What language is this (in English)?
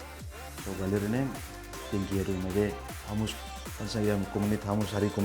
Tetum